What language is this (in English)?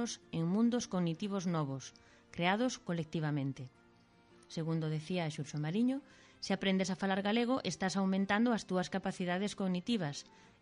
Galician